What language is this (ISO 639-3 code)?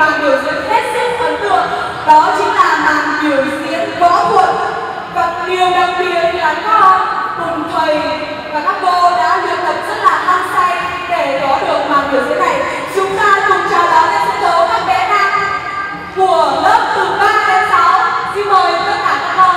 vie